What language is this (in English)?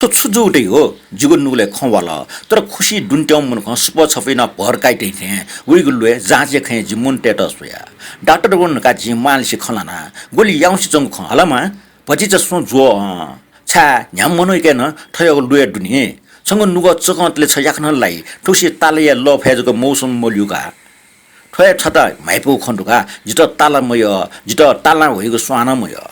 Newari